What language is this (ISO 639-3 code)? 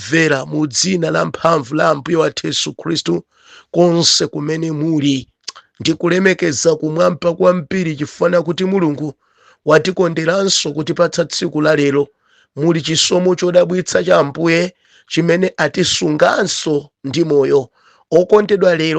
nya